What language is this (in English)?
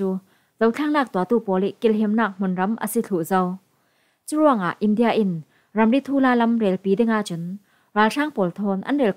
Falam Chin